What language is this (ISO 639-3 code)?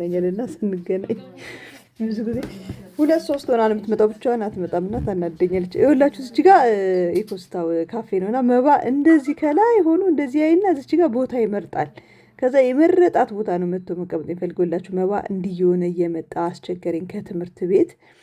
amh